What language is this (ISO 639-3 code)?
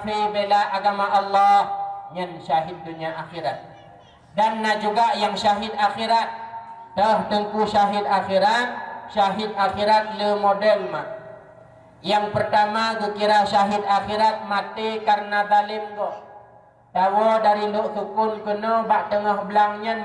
ace